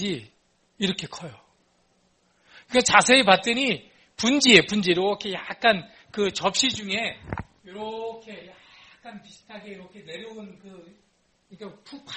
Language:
Korean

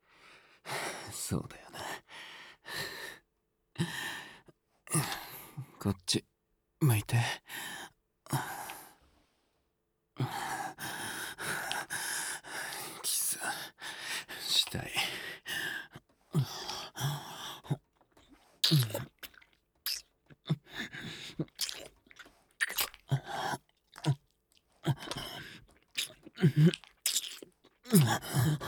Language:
Japanese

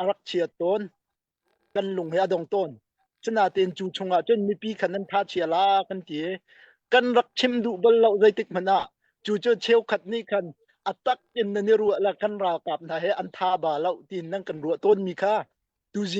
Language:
Hakha Chin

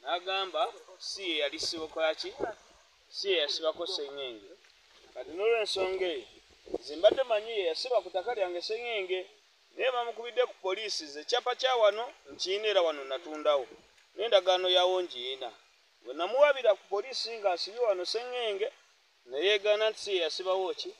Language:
Ganda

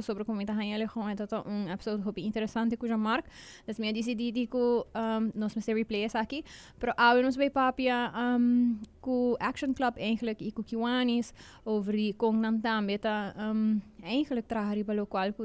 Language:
Papiamento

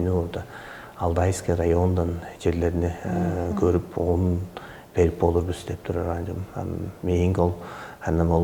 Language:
Tuvinian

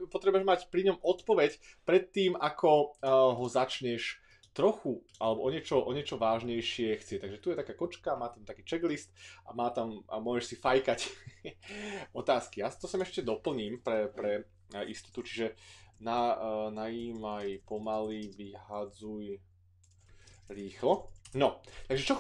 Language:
Slovak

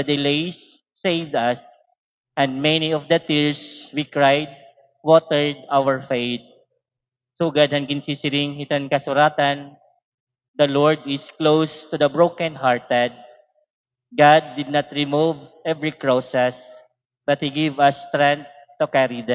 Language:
Waray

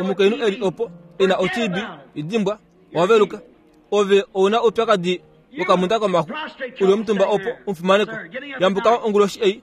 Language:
Kuanyama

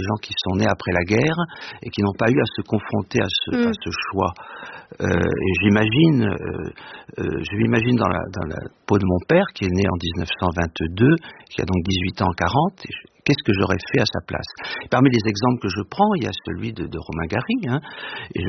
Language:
French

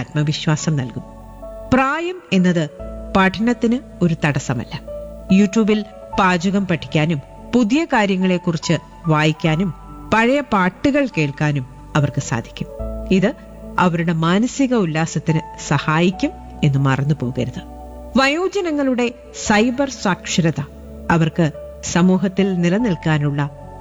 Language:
Malayalam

